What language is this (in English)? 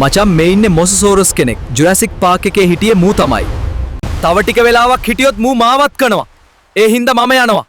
Sinhala